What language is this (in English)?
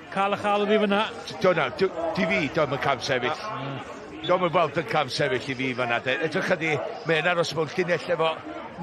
Welsh